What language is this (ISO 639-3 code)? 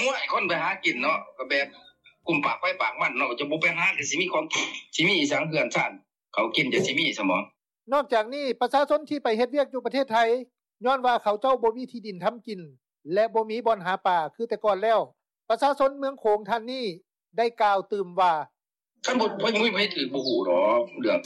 lao